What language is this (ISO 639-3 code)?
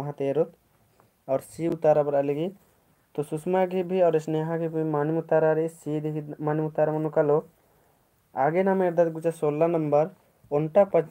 kru